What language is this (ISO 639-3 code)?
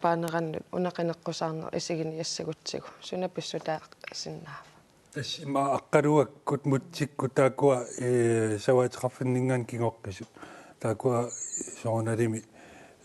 kal